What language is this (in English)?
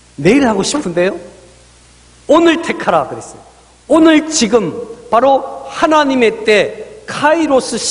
Korean